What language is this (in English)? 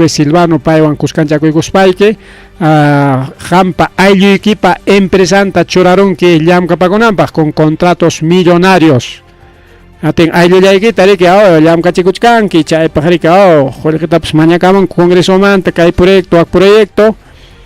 Ayacucho Quechua